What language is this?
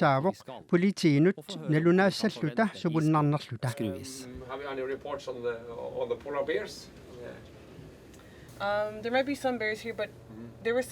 Kalaallisut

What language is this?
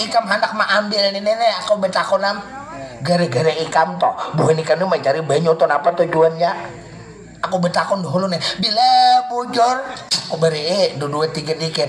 Banjar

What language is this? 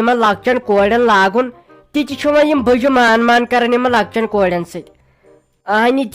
Kashmiri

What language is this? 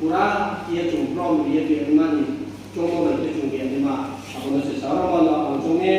Riang (India)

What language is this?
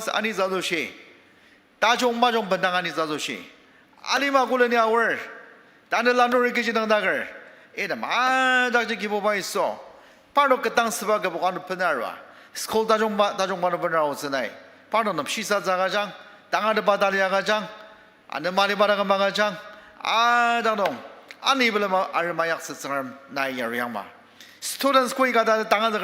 Ao Naga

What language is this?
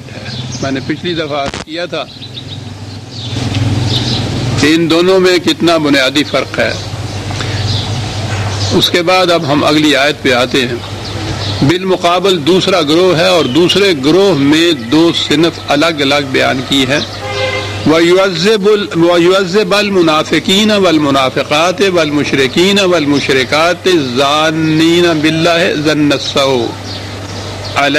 Urdu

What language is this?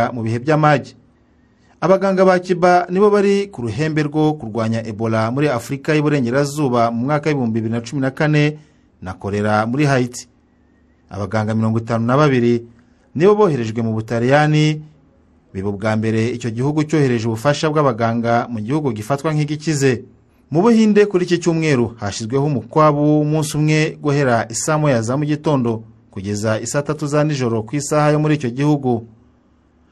Kinyarwanda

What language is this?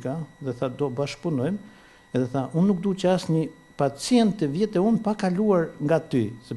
Albanian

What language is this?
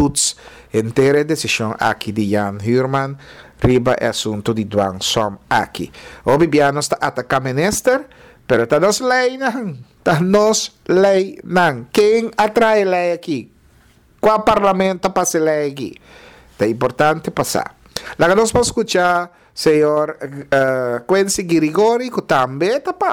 Papiamento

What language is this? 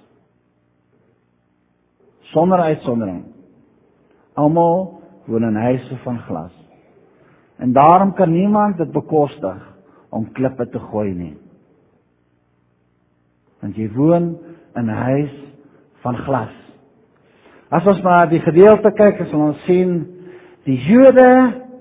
Afrikaans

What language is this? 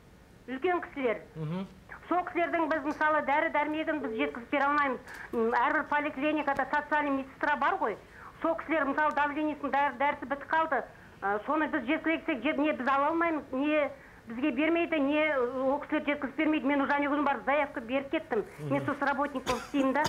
Kazakh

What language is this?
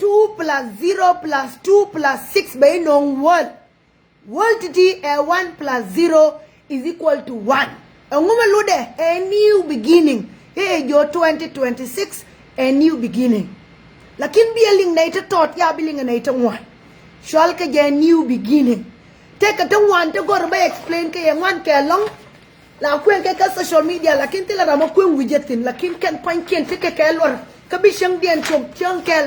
Nuer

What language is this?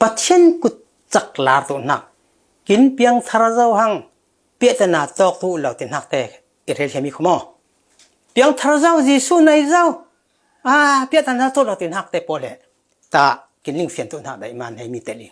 Falam Chin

